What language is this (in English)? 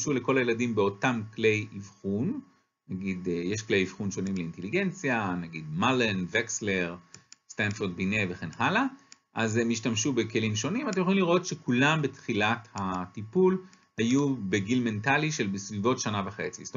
Hebrew